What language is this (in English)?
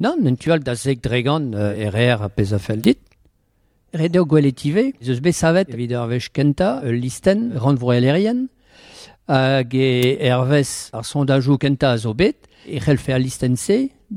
Breton